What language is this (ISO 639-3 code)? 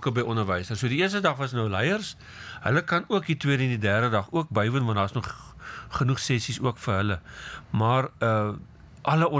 afr